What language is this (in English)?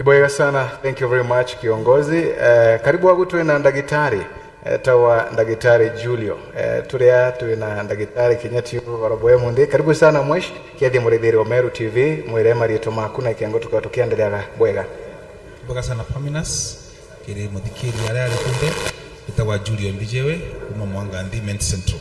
Meru